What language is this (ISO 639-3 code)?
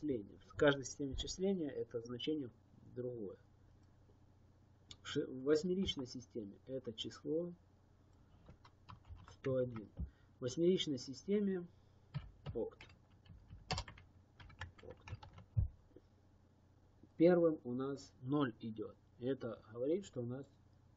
rus